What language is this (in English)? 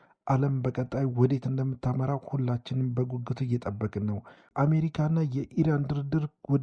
Amharic